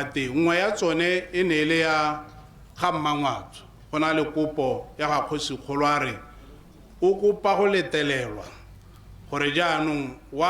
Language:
Tswana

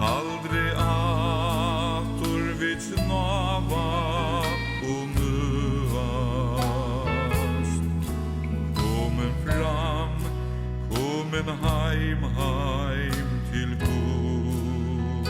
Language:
Faroese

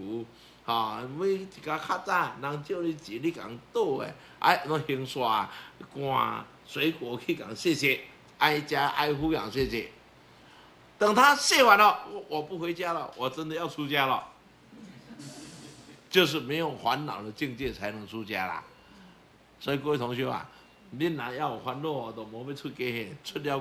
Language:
Chinese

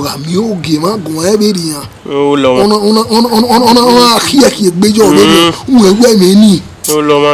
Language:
Bini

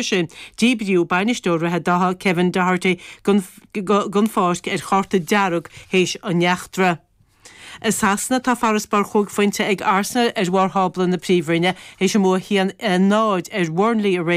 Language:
Irish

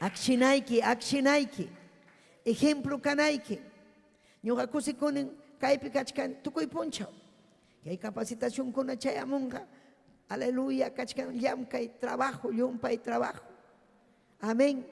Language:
Ayacucho Quechua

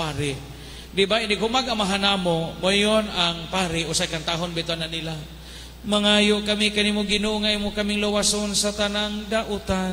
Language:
Cebuano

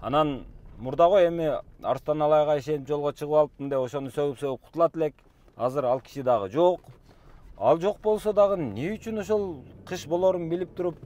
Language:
Kyrgyz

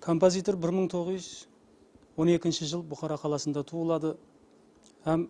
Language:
Kara-Kalpak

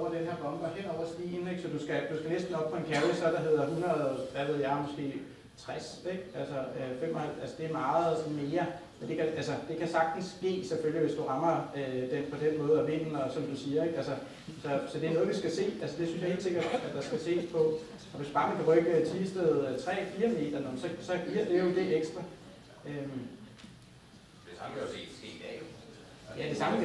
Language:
Danish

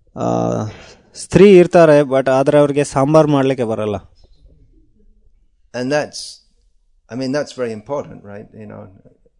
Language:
Kannada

